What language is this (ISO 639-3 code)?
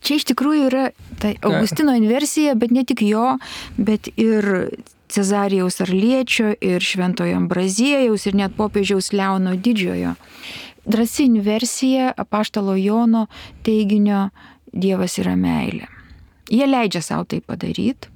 lit